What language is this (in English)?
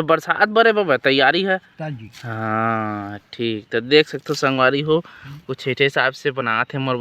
Chhattisgarhi